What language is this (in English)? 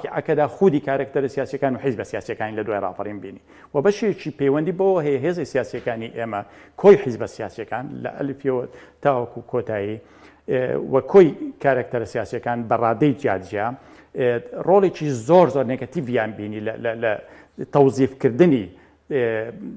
Central Kurdish